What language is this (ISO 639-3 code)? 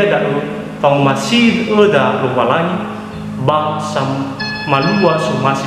nia